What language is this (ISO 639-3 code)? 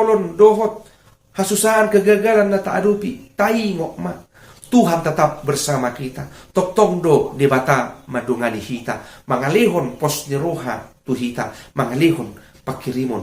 bbc